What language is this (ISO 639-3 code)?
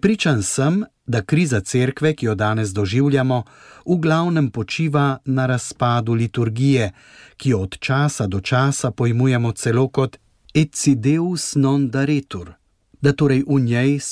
slv